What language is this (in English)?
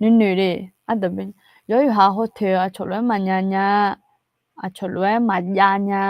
Akha